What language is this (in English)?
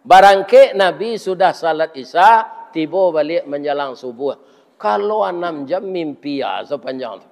Minangkabau